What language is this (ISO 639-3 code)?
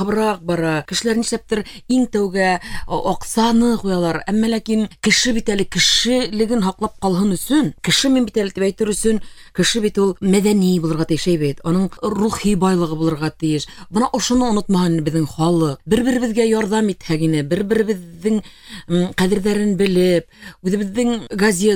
bak